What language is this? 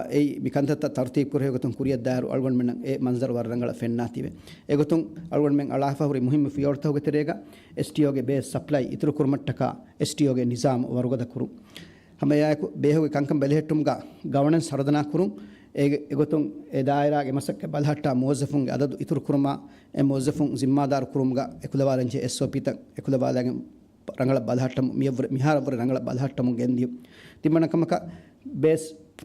Divehi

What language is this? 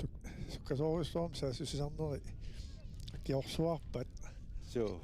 Kalaallisut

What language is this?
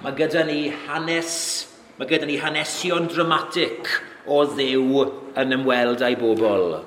Welsh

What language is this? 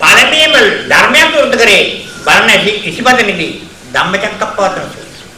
Sinhala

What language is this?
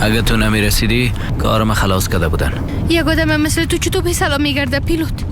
Persian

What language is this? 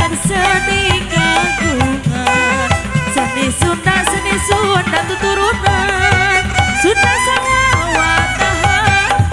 Sundanese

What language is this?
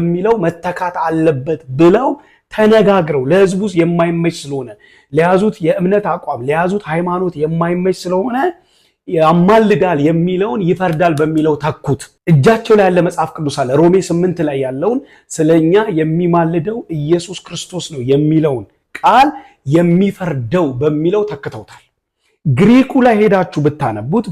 Amharic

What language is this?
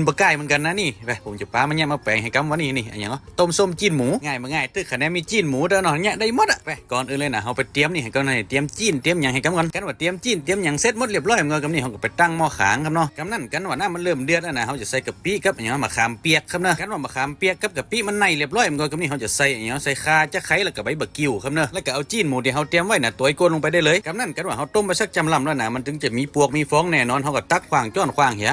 Lao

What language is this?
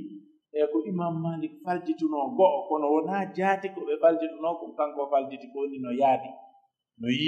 Pular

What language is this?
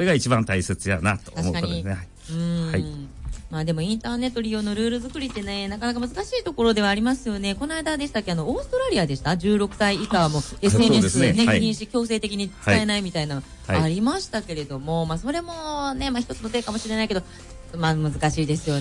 Japanese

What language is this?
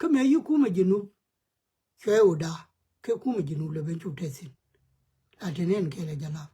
Nuer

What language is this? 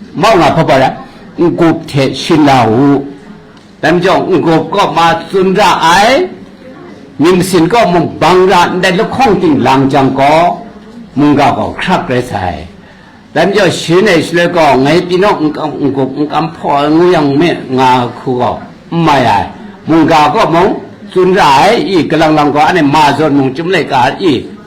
Kachin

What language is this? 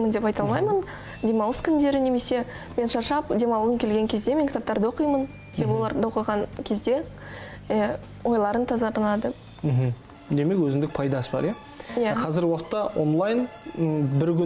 Kazakh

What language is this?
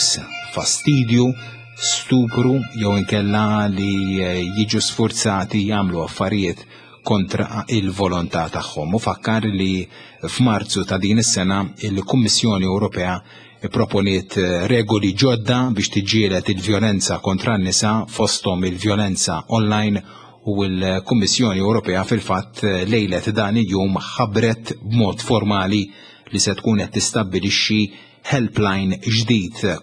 Maltese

